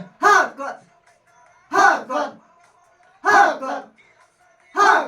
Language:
Khasi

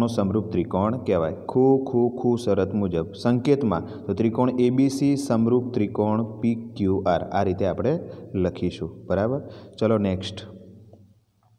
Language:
Gujarati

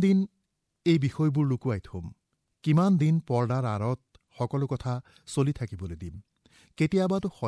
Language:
Assamese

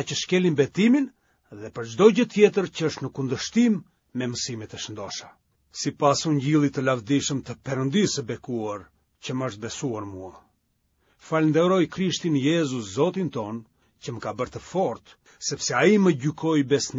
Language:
Albanian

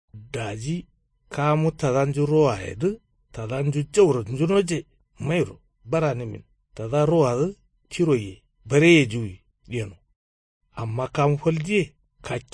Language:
Kanuri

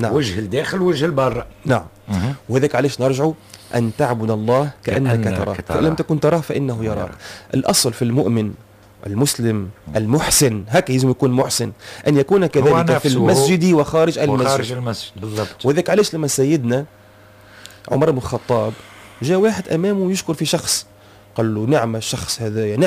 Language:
Tunisian Arabic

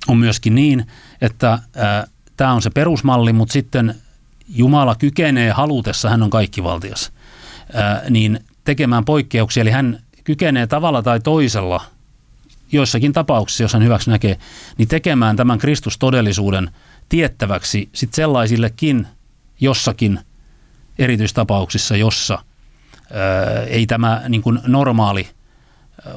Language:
Finnish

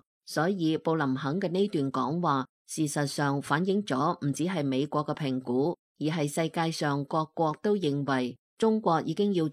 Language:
Cantonese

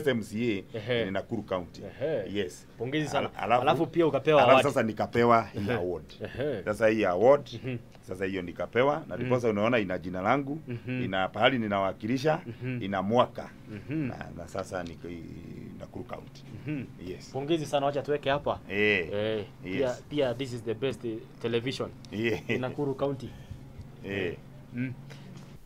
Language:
Swahili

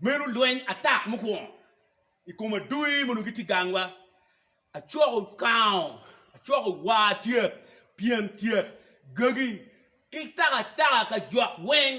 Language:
Acoli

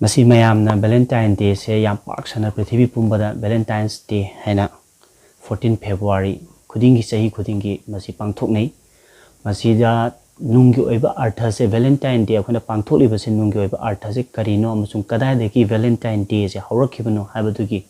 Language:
Manipuri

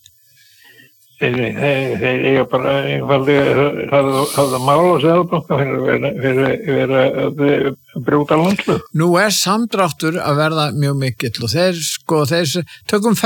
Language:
Icelandic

